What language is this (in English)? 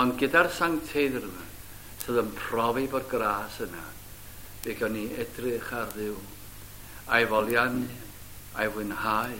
Welsh